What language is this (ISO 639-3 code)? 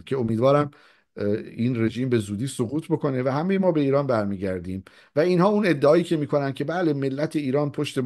fas